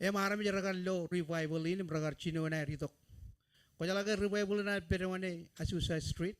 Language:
Marshallese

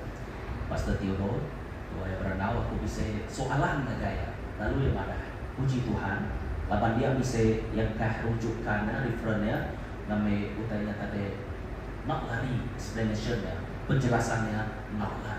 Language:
Iban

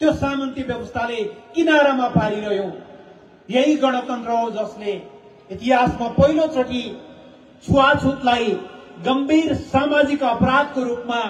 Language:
Nepali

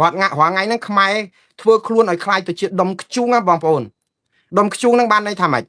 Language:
Khmer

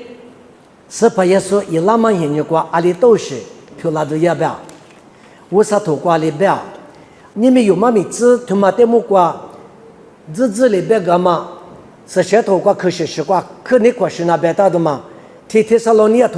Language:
Lisu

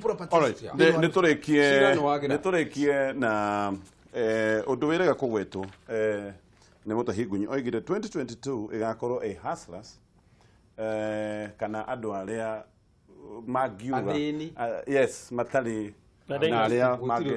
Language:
Kikuyu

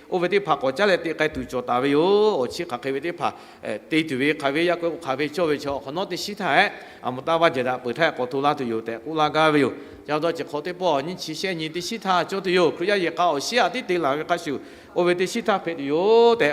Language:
Lahu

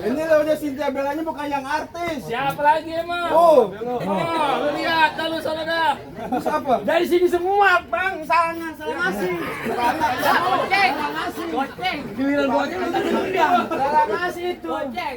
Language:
Betawi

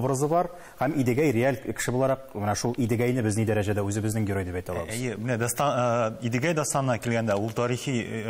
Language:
Tatar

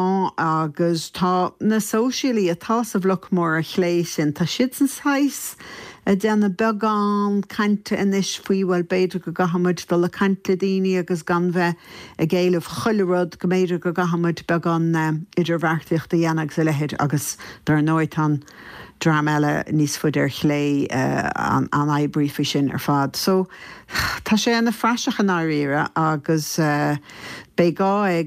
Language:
Irish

